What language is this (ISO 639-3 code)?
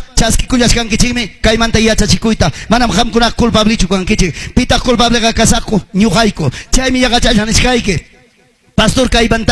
quy